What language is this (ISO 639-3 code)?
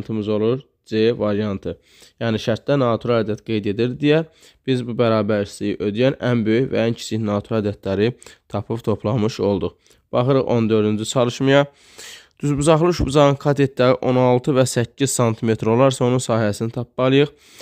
aze